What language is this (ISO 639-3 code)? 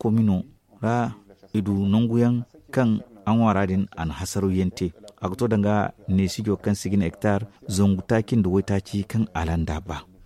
dje